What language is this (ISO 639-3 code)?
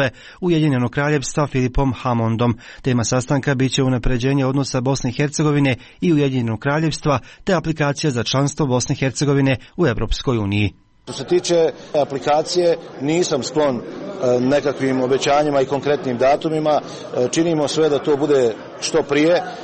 hrv